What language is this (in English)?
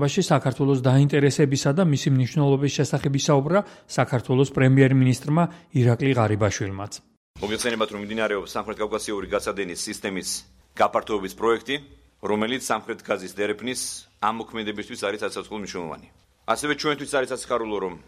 Georgian